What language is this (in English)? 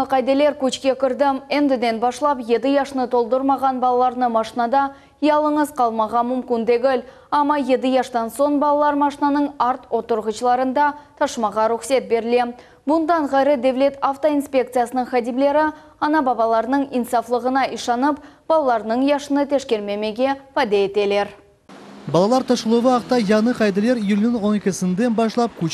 Crimean Tatar